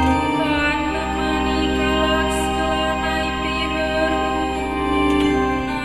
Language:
Batak Karo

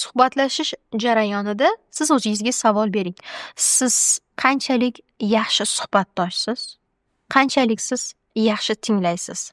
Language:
Uzbek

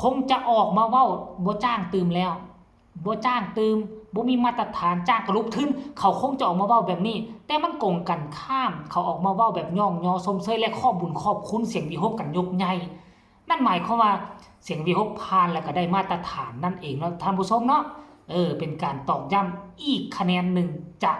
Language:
Lao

